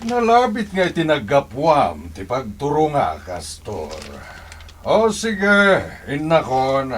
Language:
Iloko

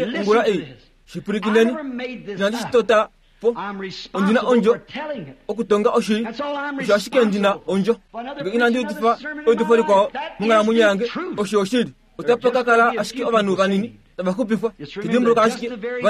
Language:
Kuanyama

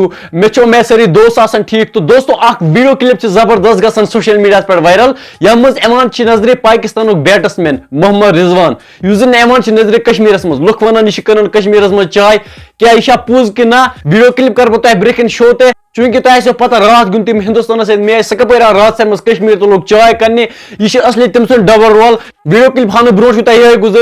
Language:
Kashmiri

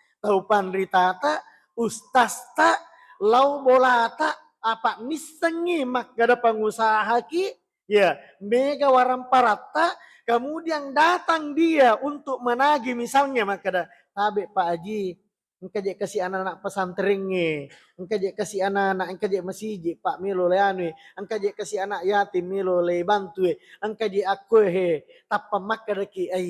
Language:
Buginese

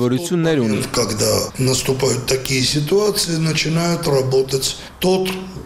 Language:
Armenian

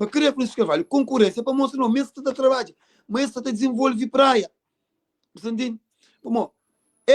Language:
Kabuverdianu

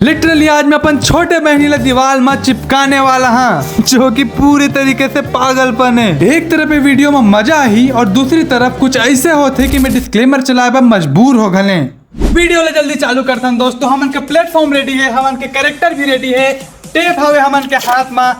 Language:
Chhattisgarhi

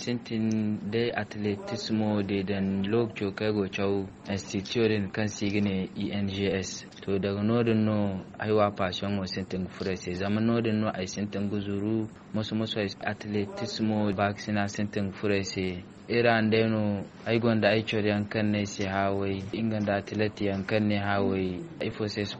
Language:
Zarma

